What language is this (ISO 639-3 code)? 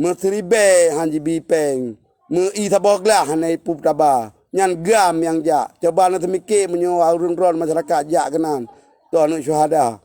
ace